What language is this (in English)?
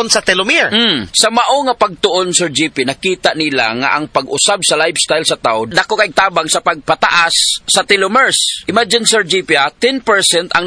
Cebuano